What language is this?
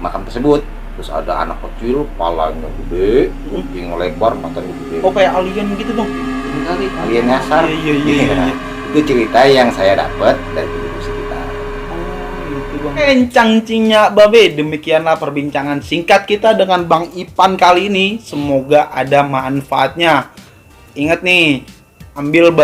Betawi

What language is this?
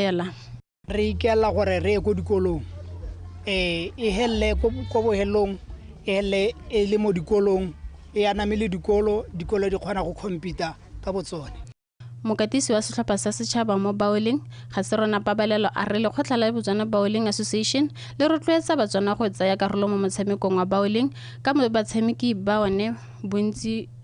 Tswana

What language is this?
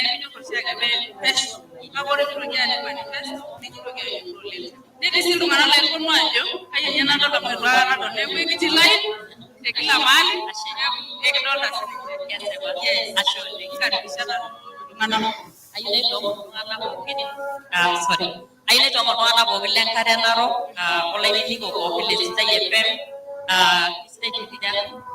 Masai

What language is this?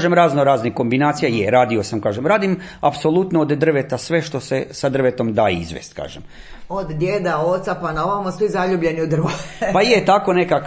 Croatian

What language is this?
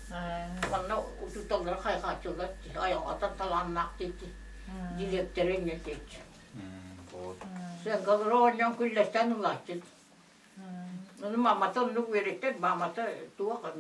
Yakut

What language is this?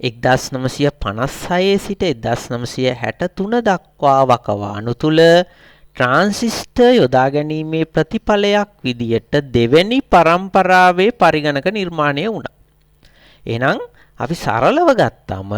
Sinhala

